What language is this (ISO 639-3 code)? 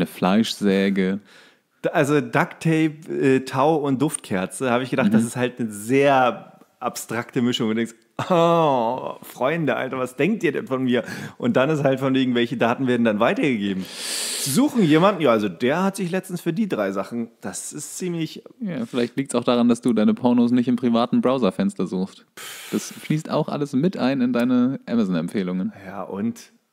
deu